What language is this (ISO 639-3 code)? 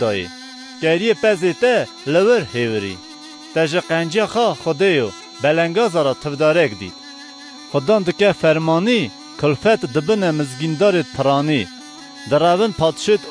kur